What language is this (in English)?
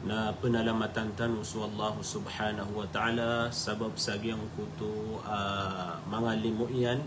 Maranao